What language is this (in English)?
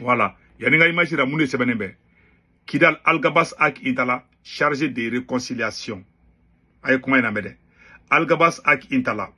Bambara